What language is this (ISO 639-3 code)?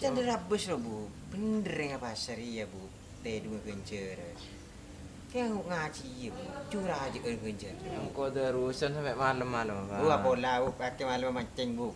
mad